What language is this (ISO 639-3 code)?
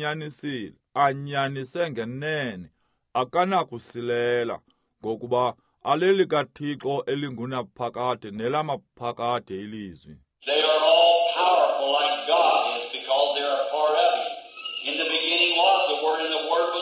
xho